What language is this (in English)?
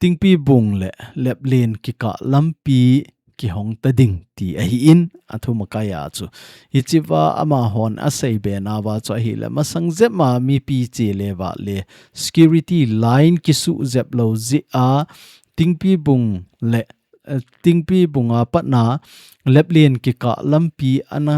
Thado Chin